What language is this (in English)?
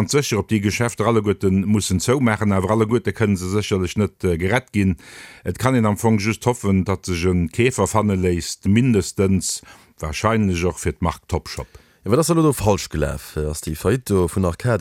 Luxembourgish